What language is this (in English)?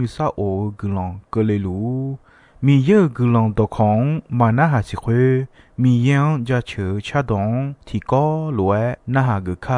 Akha